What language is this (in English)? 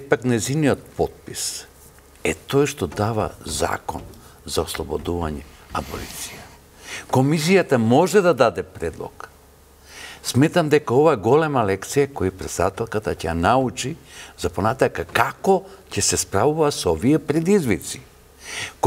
Macedonian